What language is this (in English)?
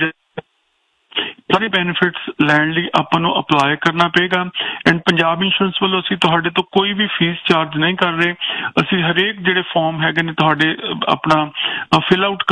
Punjabi